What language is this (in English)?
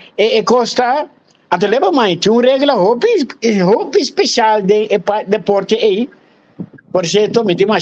Papiamento